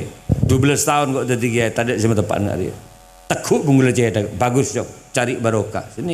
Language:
Madurese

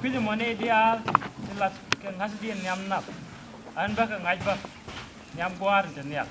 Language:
Nuer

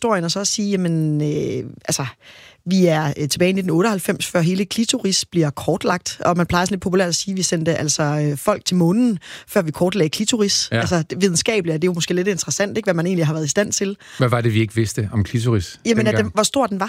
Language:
Danish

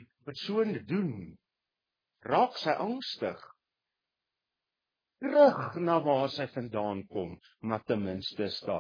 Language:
Afrikaans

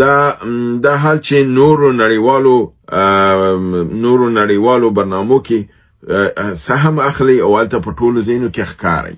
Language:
Pashto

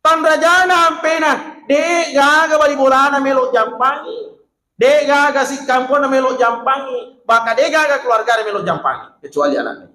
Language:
Buginese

